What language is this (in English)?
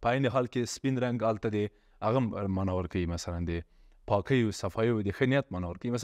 Pashto